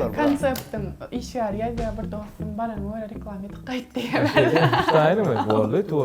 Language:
Turkmen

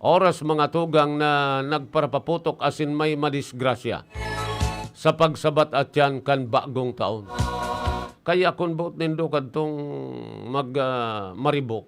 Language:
Bikol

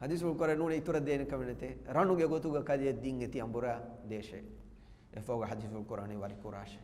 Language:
Divehi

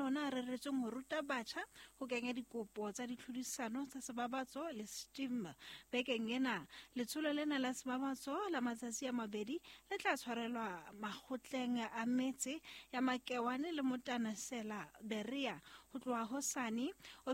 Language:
Southern Sotho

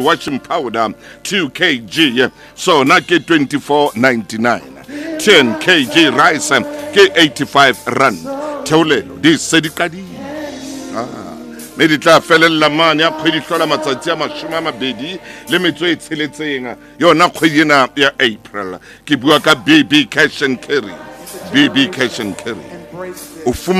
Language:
Tswana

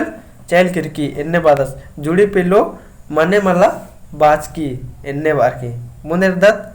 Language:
Kurukh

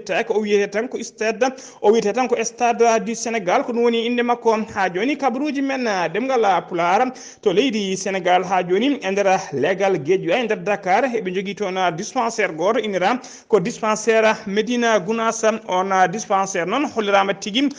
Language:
Fula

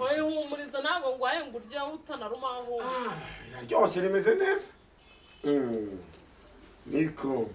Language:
Kinyarwanda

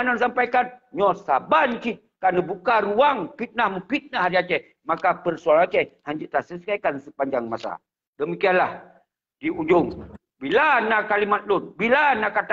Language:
Achinese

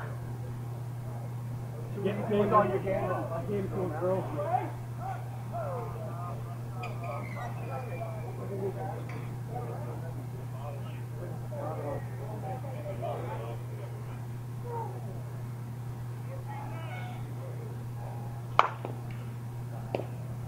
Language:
English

